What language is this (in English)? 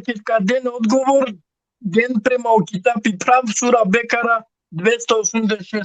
Balkan Romani